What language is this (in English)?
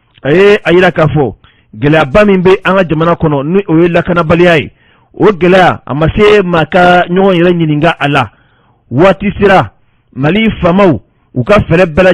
Bambara